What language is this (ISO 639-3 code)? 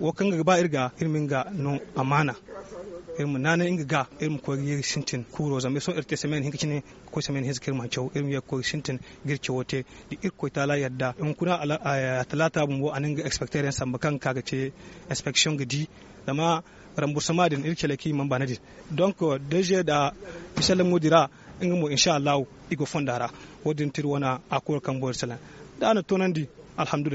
dje